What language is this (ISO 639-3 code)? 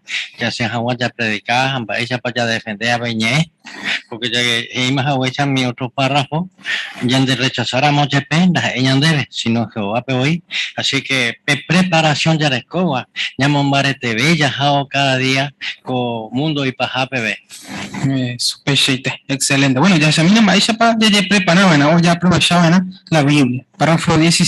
grn